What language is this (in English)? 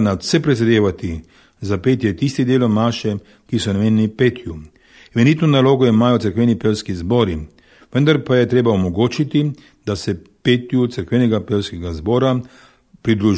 Slovenian